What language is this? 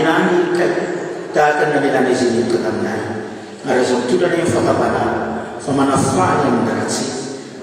Malagasy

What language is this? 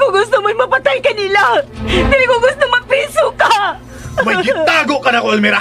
Cebuano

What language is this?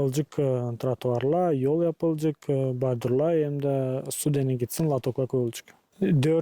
Gagauz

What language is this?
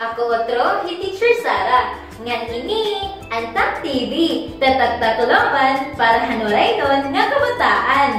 Waray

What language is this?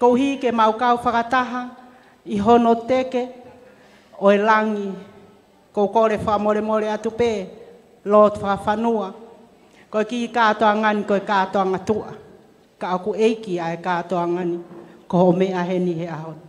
Tongan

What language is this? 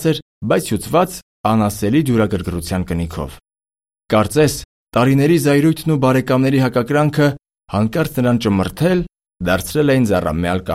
Armenian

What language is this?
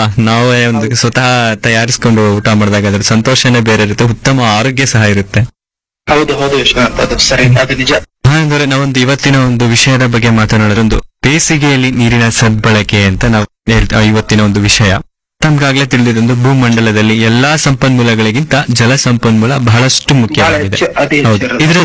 Kannada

